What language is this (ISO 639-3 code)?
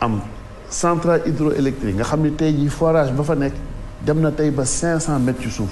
wol